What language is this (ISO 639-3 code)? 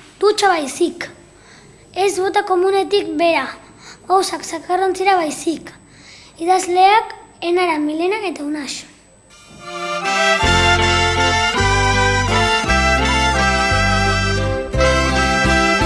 eus